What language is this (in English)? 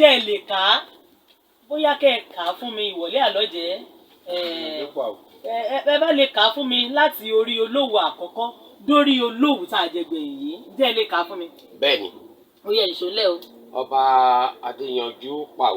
Yoruba